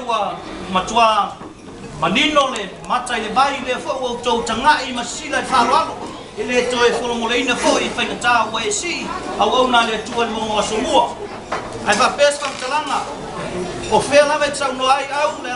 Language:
Samoan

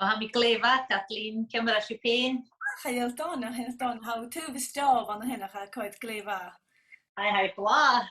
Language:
Scottish Gaelic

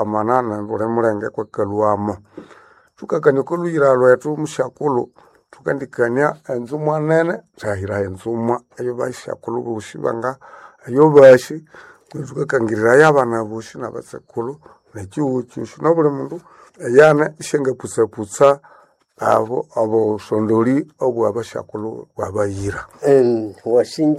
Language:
Nande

